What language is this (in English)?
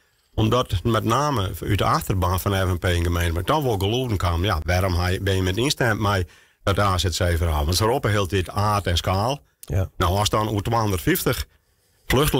Western Frisian